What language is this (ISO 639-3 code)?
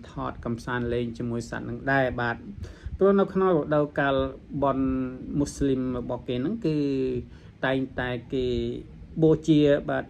khm